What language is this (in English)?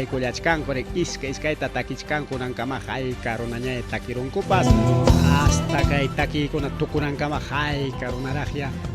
Ayacucho Quechua